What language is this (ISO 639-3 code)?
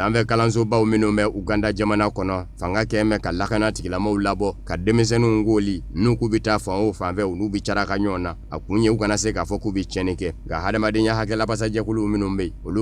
bam